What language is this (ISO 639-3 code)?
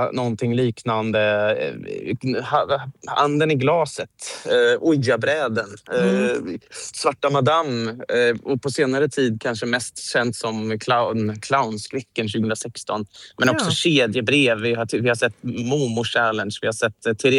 swe